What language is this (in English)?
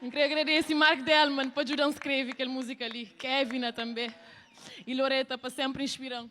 Kabuverdianu